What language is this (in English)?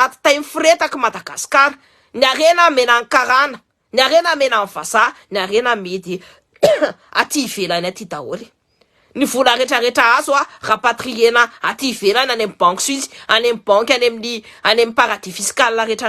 Malagasy